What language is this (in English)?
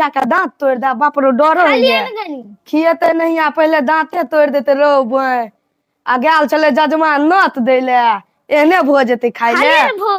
Maithili